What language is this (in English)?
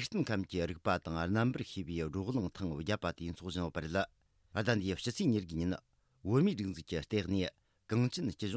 Tibetan